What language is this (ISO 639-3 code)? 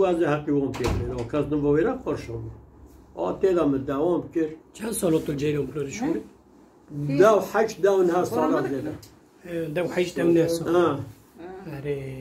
kur